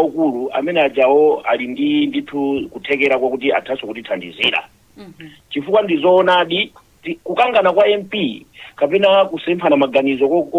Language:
Nyanja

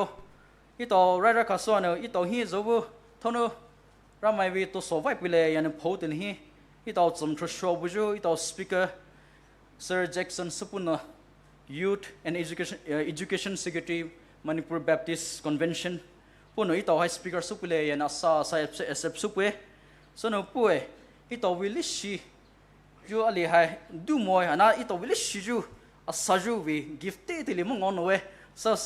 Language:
Poumei Naga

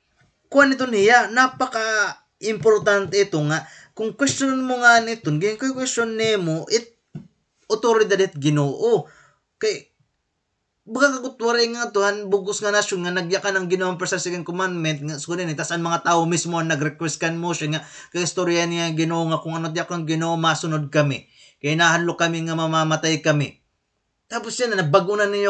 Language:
Waray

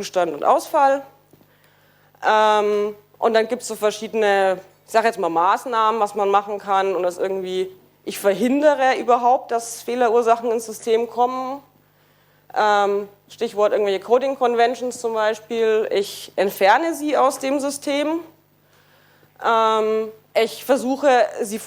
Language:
German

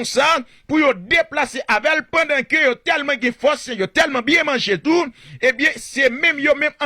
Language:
Haitian Creole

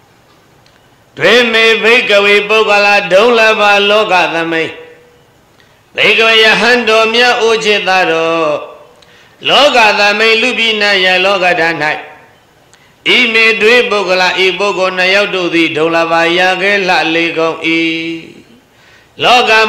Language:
Burmese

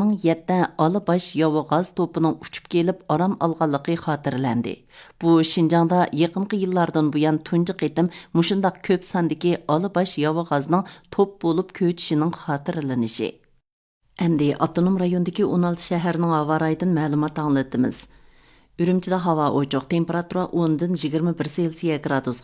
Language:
Uyghur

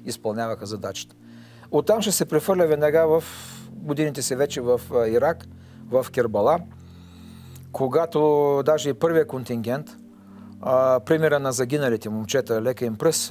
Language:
Bulgarian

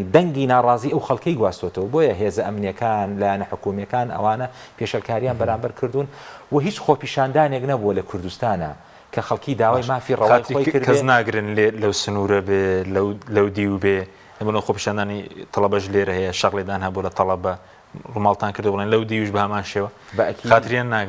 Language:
Central Kurdish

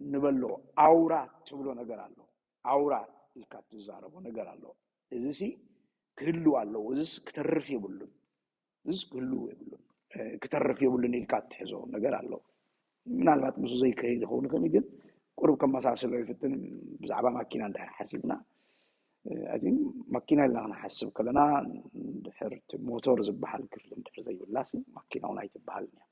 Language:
Tigrinya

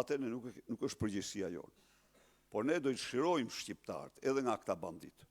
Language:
Albanian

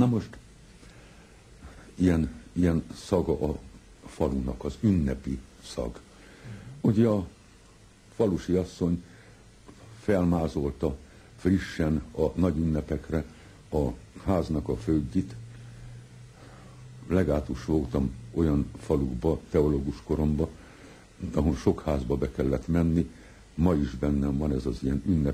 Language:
Hungarian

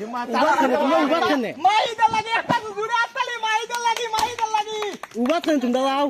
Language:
Sylheti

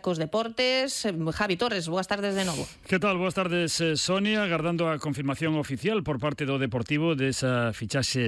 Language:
Galician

